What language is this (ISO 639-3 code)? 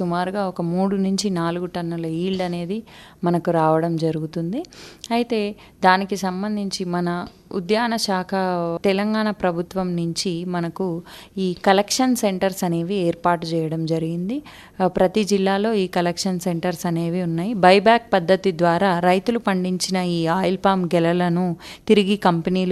tel